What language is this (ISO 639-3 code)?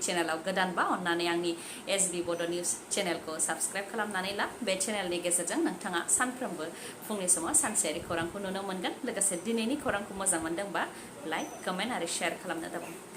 brx